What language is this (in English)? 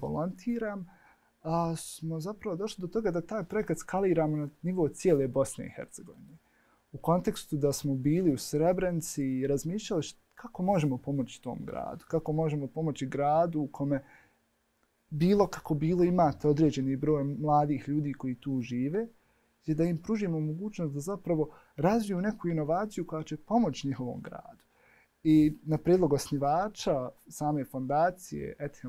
Bosnian